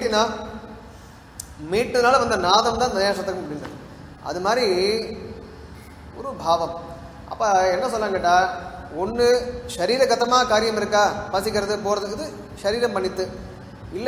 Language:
Tamil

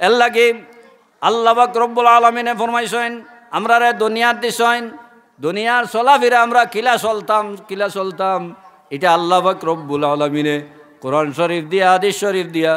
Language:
Sylheti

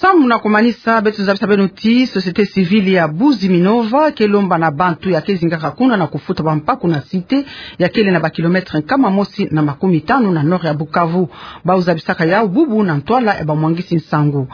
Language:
Kituba (Democratic Republic of Congo)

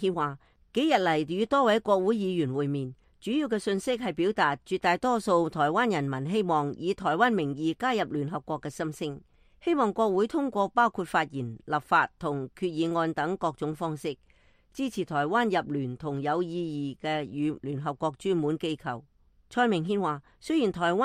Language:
Cantonese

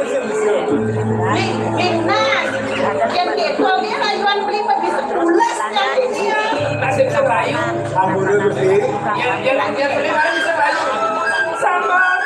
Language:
Balinese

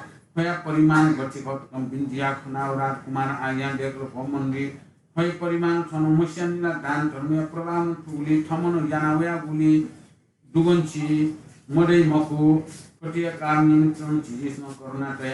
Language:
Newari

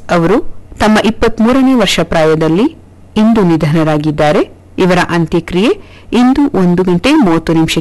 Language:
Kannada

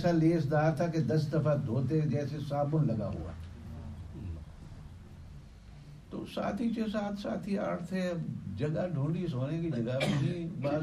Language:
Urdu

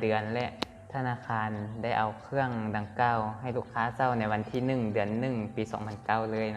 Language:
Lao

